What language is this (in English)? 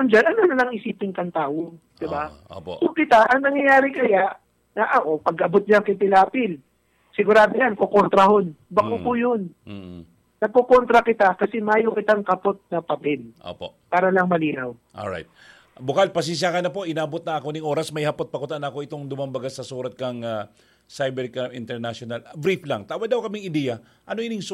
Bikol